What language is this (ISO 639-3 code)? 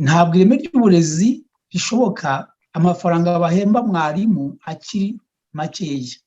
kin